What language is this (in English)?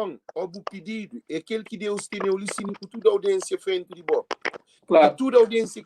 Kabuverdianu